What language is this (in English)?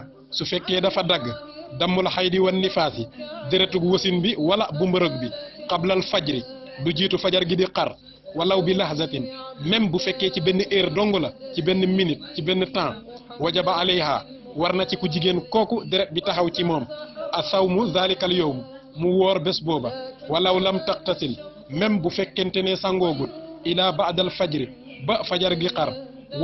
Wolof